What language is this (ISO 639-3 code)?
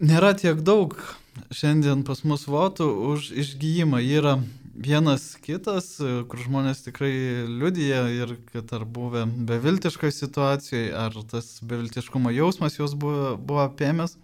lit